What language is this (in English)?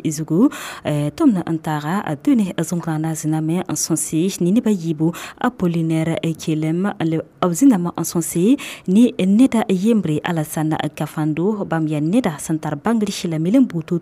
Mossi